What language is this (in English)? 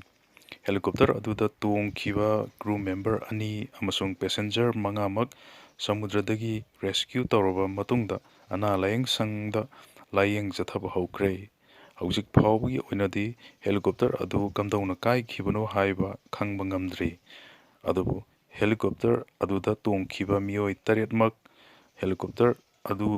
Manipuri